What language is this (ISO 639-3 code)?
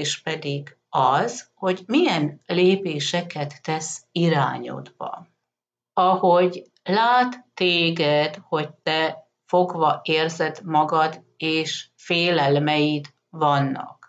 hun